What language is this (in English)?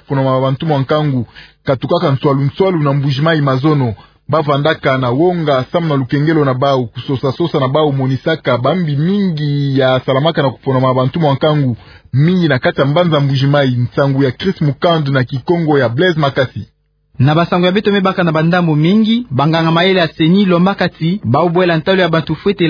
Kituba (Democratic Republic of Congo)